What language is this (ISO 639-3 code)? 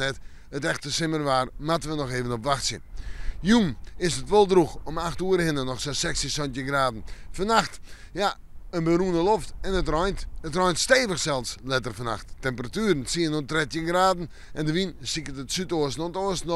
fry